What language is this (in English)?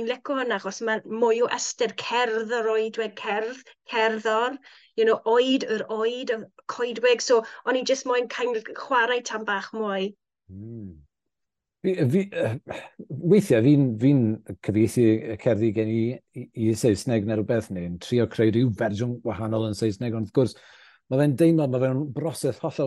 Welsh